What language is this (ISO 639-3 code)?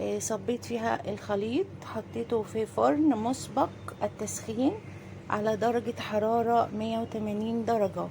arz